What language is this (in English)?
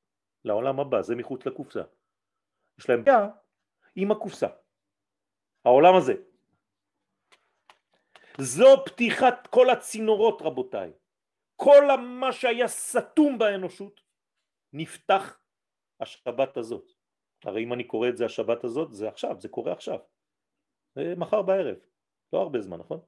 Hebrew